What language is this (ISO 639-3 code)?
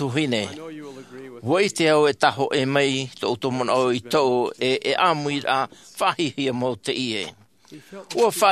tah